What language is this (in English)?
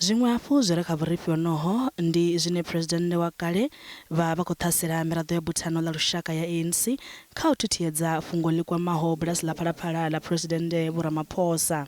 Venda